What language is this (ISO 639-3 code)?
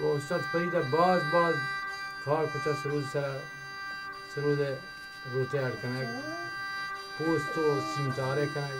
bgp